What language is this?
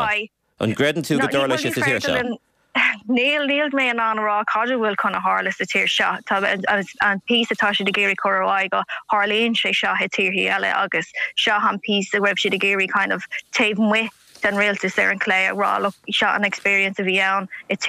Irish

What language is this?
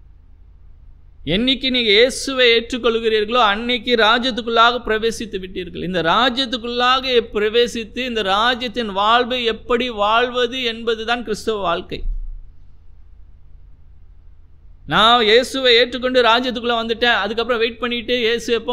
Tamil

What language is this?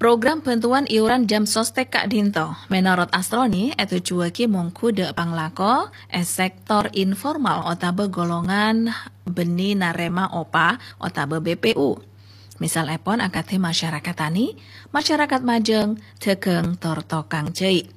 Madurese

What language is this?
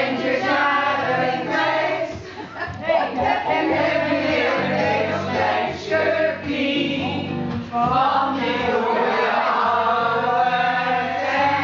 Dutch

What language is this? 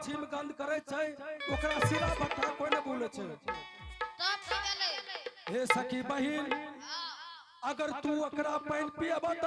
Angika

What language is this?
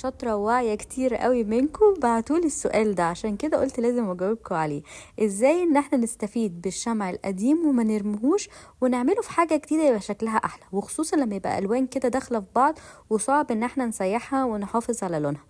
Egyptian Arabic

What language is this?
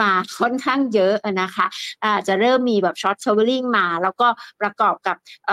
Thai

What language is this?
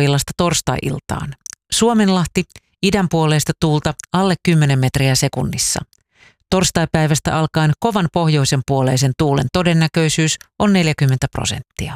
Finnish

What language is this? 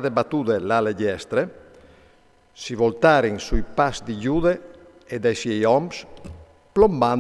Friulian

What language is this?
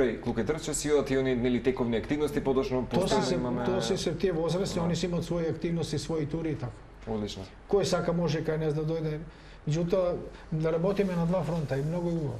Macedonian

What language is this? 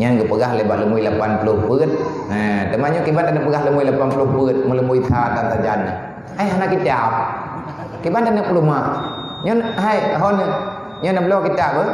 Achinese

